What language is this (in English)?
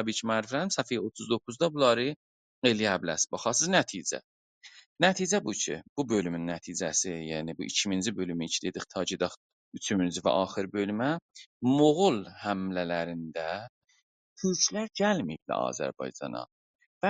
South Azerbaijani